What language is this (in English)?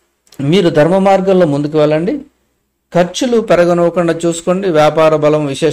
Telugu